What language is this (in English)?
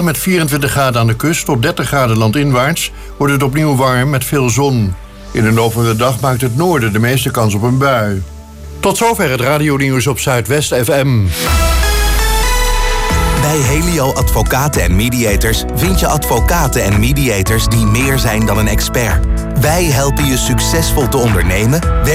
Dutch